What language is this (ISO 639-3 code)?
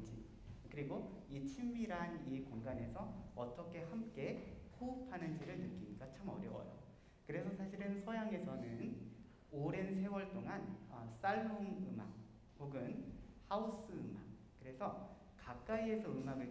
kor